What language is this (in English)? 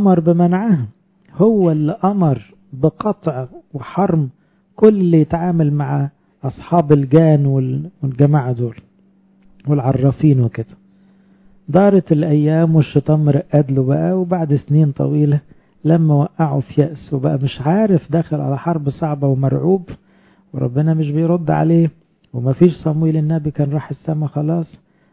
Egyptian Arabic